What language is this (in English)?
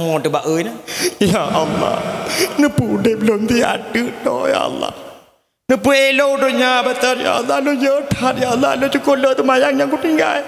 Achinese